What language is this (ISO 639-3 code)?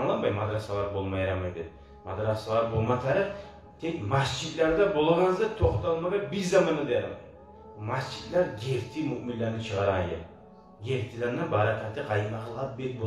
kum